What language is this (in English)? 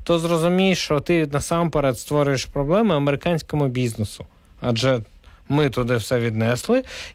Ukrainian